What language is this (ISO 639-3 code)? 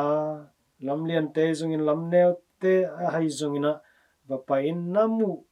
ctd